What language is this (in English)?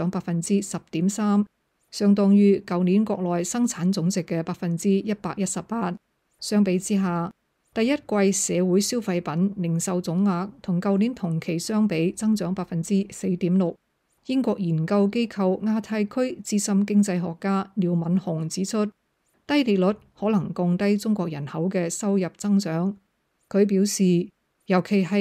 Cantonese